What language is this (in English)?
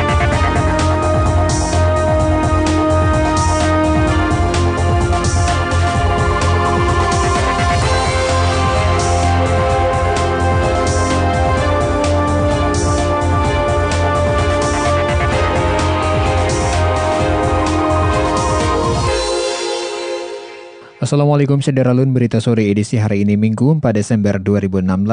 Indonesian